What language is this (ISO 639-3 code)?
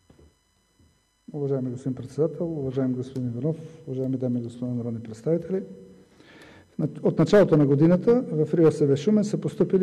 bul